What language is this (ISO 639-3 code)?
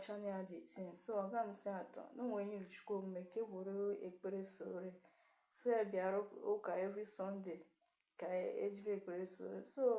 ibo